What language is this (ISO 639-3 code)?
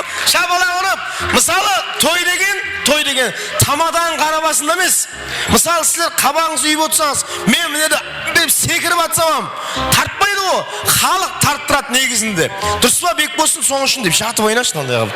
kaa